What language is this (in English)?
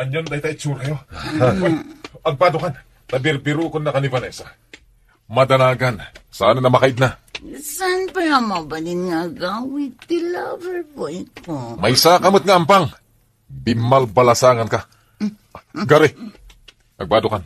Iloko